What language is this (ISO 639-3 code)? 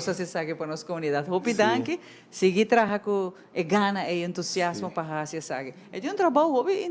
pap